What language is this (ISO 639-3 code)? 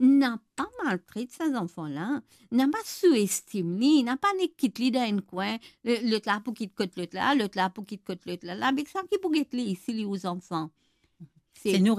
mfe